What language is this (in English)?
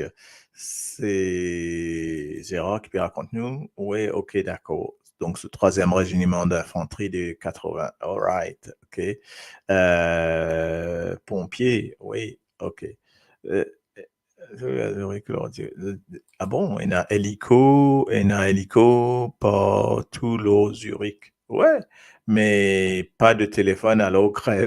Morisyen